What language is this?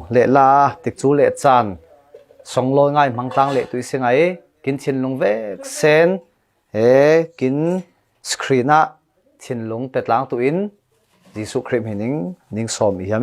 Falam Chin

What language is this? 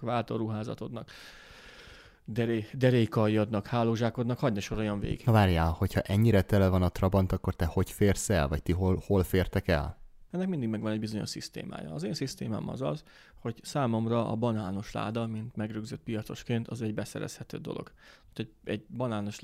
Hungarian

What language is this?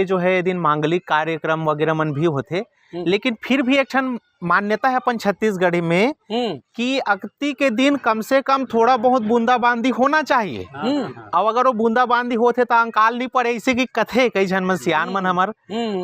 Chhattisgarhi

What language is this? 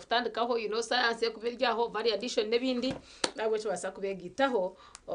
Nyankole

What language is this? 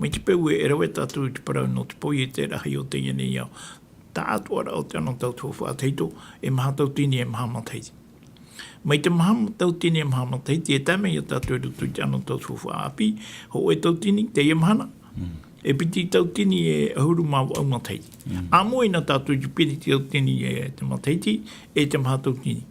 Tahitian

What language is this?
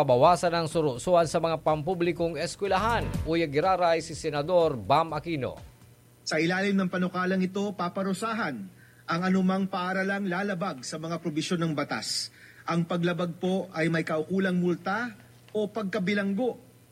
Bikol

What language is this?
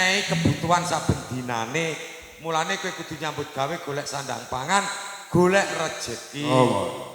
Javanese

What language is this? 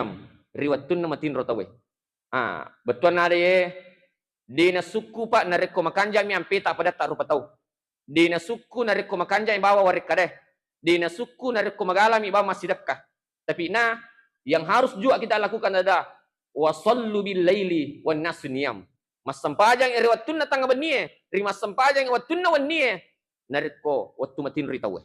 Buginese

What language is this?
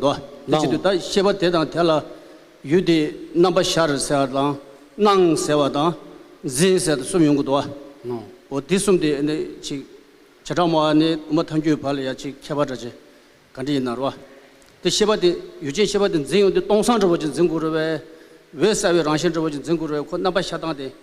Tibetan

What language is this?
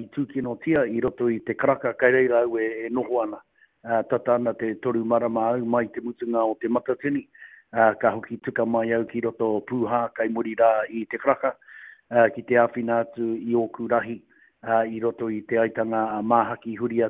Māori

